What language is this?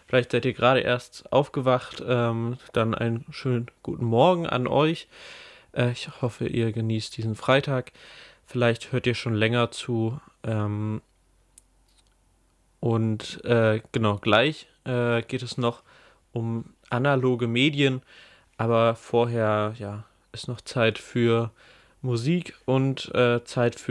German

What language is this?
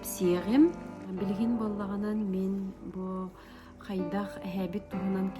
Yakut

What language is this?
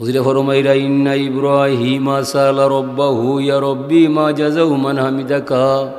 Sylheti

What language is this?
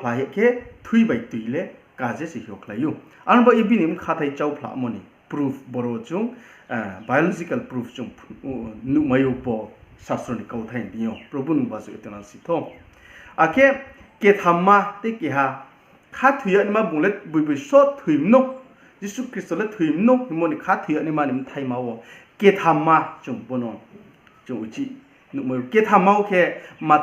Riang (India)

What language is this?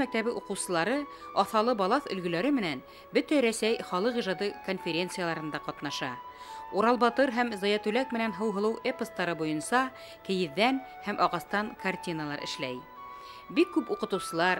Bashkir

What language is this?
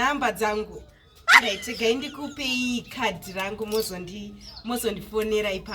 Shona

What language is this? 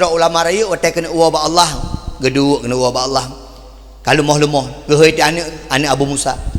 Achinese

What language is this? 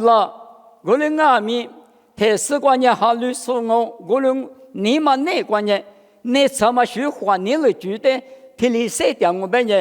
Lisu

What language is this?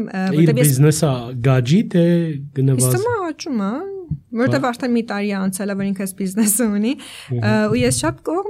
Armenian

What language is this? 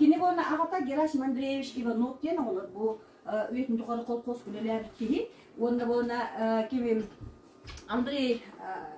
Yakut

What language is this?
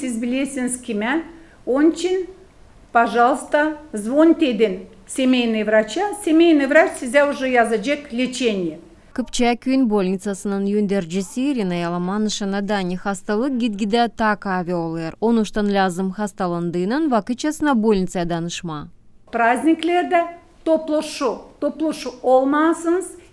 Gagauz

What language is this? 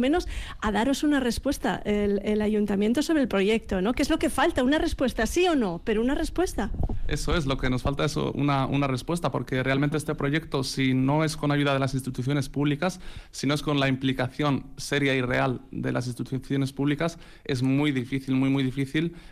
Spanish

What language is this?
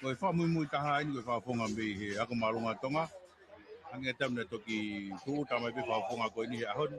Tongan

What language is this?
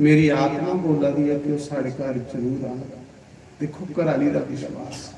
Dogri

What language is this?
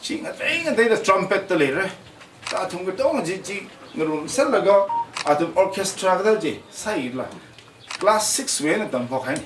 Tangkhul Naga (India)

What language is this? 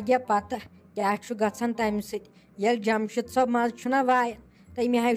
Kashmiri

